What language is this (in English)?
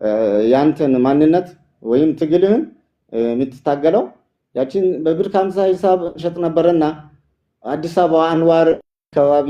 Amharic